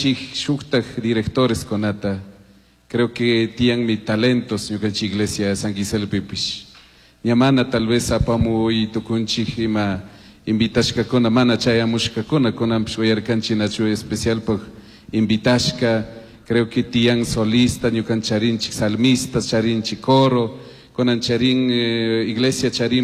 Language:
Chimborazo Highland Quichua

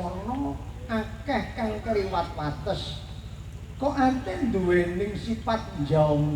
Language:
Javanese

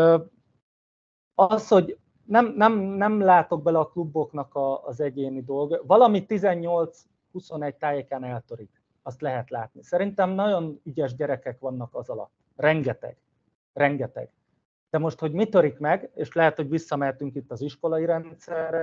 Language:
Hungarian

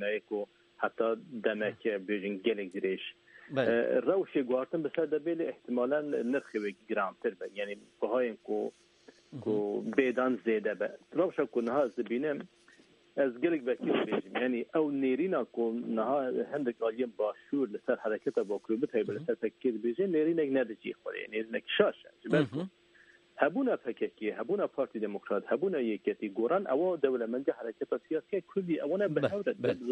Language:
Kurdish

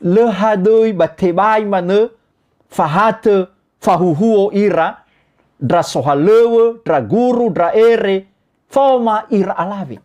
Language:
Nias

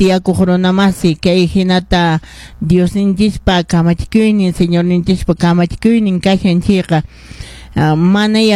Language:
Quechua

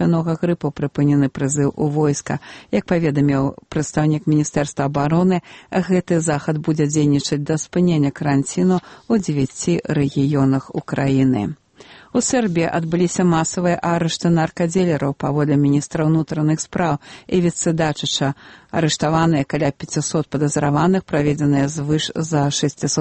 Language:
Belarusian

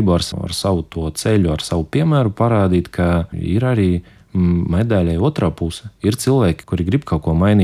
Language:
Latvian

